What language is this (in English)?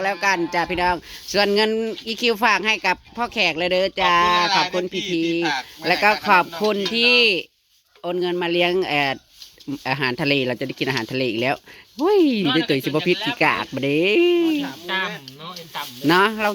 Northeastern Thai